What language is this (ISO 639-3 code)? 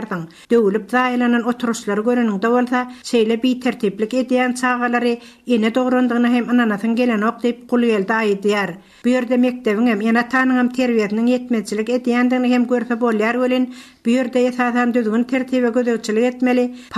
tuk